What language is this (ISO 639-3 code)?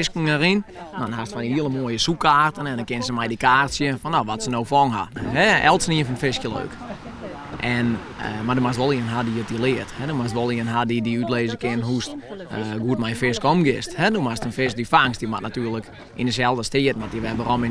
fry